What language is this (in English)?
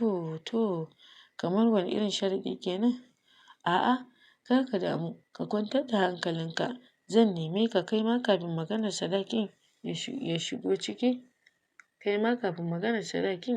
Hausa